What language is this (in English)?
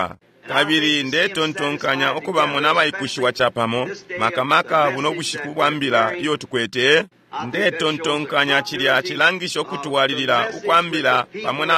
Bemba